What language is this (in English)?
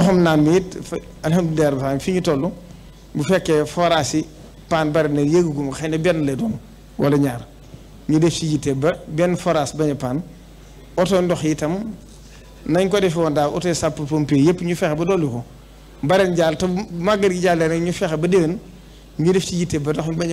Wolof